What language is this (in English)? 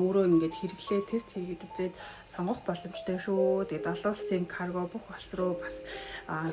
Mongolian